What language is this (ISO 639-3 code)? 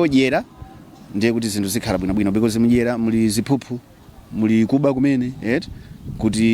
nya